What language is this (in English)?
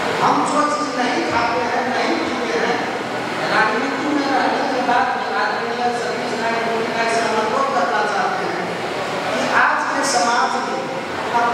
Hindi